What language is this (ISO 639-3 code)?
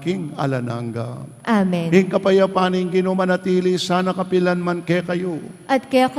pam